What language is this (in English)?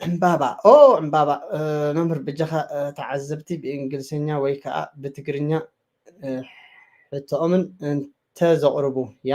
Tigrinya